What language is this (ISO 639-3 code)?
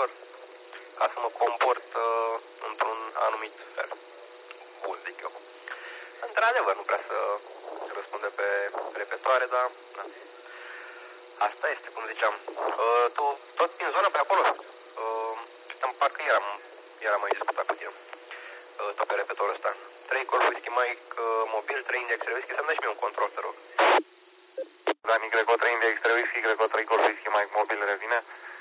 ron